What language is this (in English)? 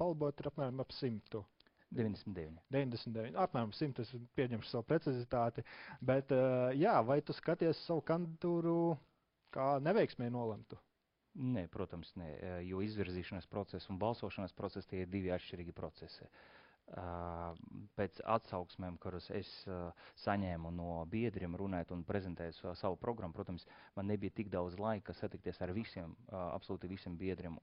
Latvian